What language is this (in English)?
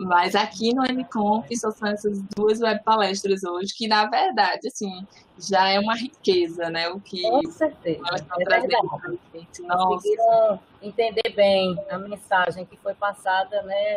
Portuguese